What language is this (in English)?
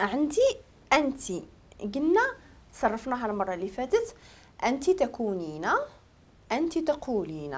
Moroccan Arabic